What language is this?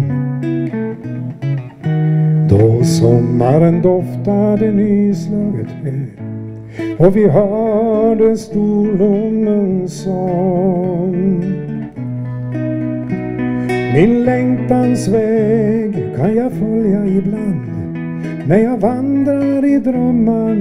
Swedish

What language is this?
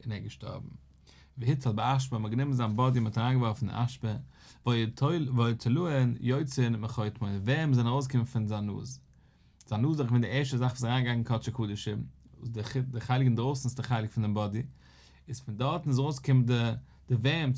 Yiddish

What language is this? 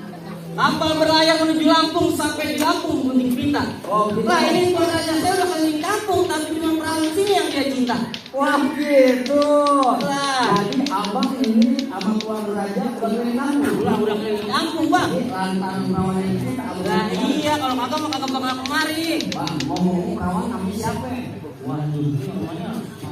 Betawi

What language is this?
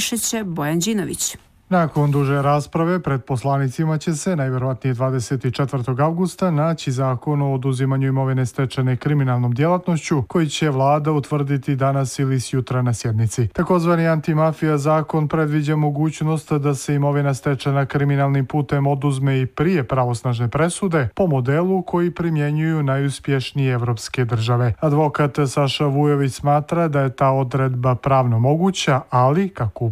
Serbian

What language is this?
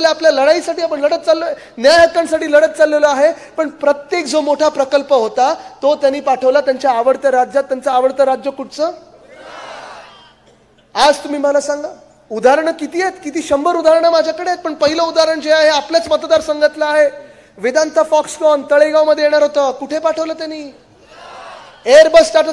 Marathi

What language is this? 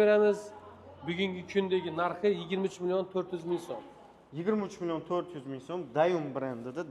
Uzbek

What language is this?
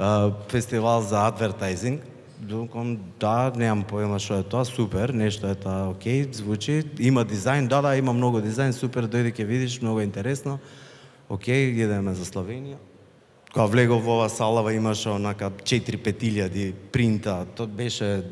Macedonian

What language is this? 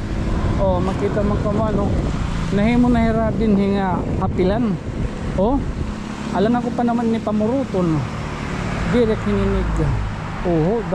Waray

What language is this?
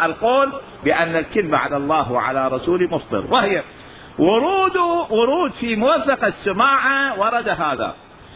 Mesopotamian Arabic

